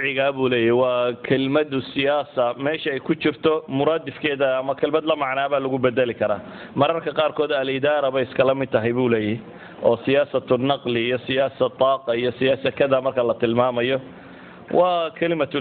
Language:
Somali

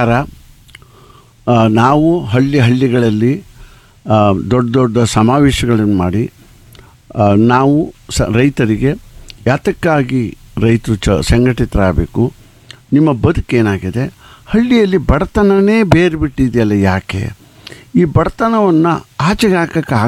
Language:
Kannada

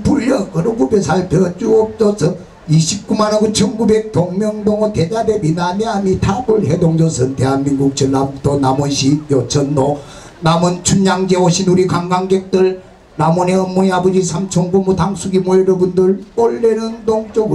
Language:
Korean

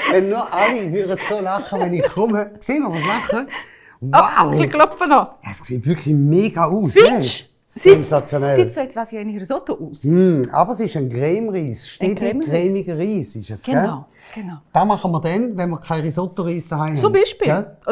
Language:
Swiss German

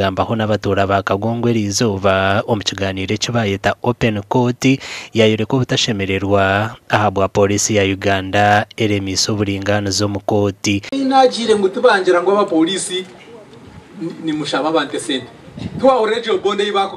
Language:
Nyankole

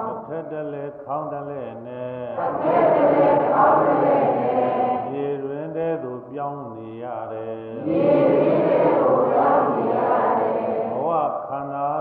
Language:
Burmese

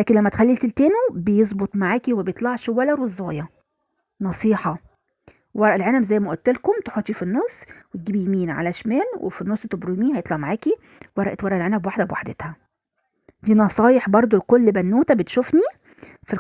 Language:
Egyptian Arabic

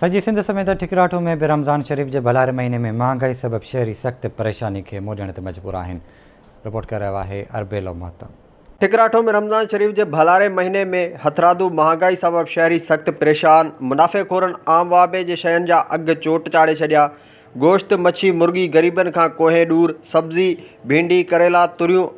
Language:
Sindhi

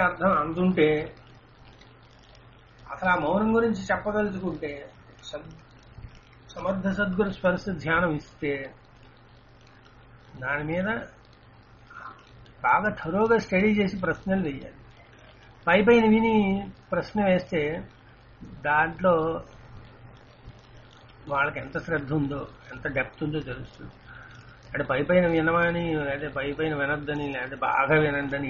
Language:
Telugu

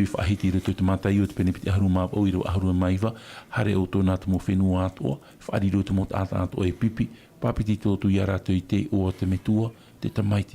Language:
Tahitian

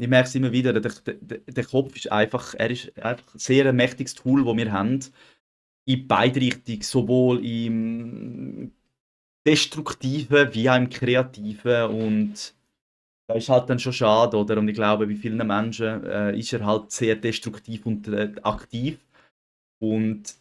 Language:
Swiss German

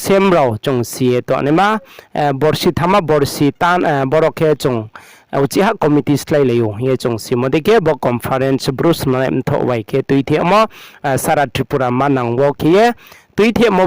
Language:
Riang (India)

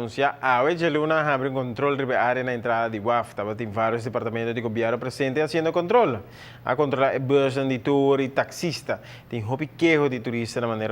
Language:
Papiamento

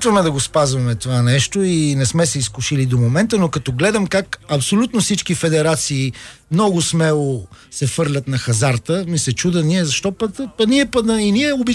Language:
Bulgarian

